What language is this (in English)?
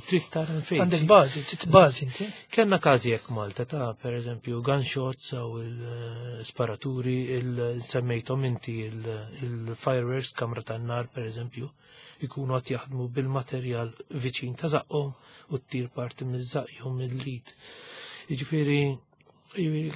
Maltese